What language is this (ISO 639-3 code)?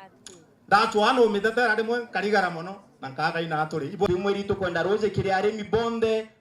mer